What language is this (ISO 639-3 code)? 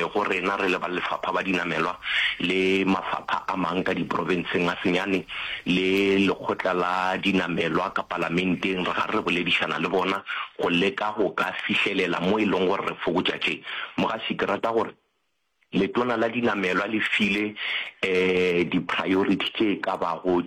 nso